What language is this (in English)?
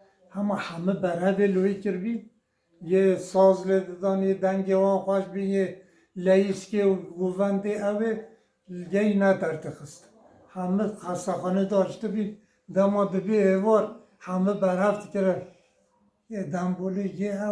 Kurdish